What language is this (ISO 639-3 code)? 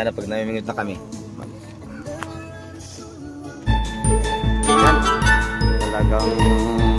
fil